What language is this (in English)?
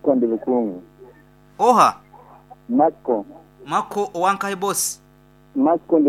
Nyankole